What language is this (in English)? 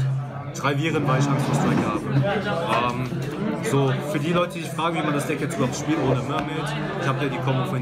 German